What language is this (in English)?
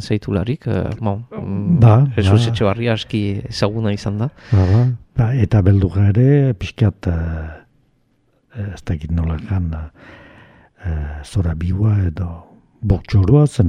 Basque